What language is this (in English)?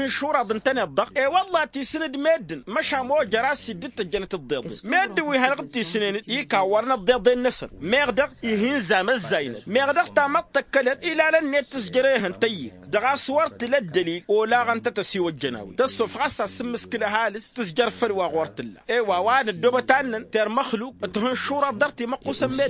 Tamasheq